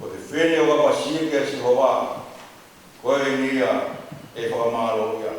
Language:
Tongan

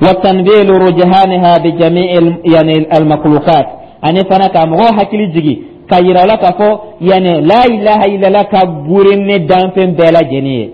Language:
Dyula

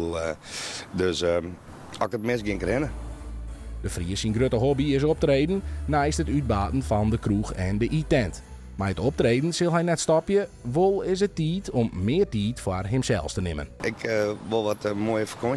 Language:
Western Frisian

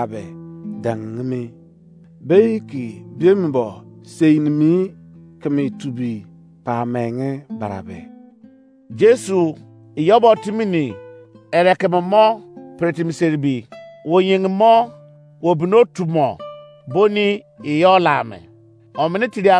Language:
Izon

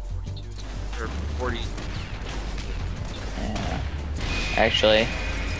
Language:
English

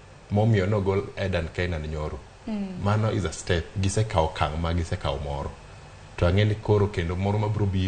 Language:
Luo (Kenya and Tanzania)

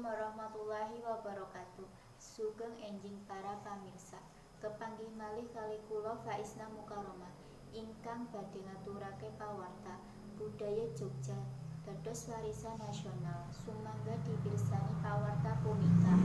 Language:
Javanese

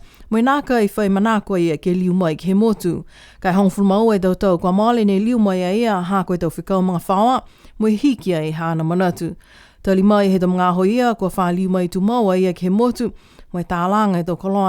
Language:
Niuean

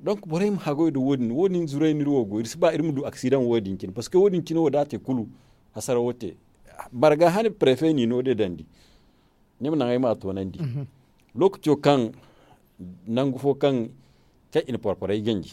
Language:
Zarma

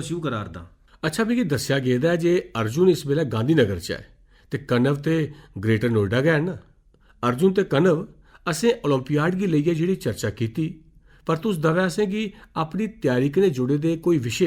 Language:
Dogri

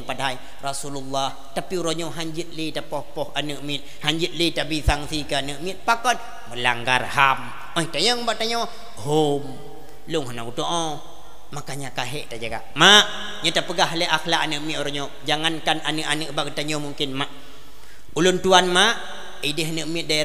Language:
Achinese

